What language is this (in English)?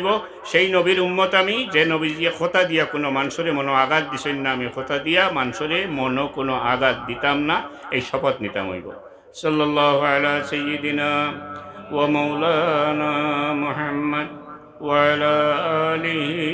Sylheti